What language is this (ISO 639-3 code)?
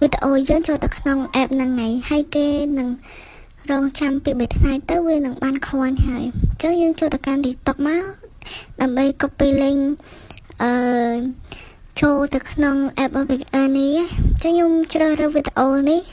khm